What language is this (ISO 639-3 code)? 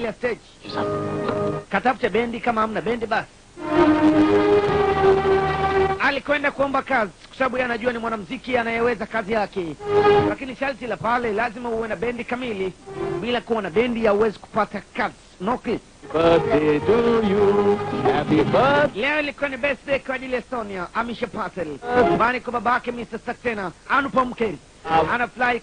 swa